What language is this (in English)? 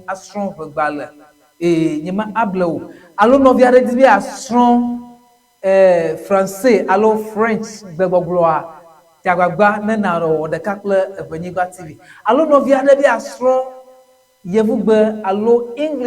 Ewe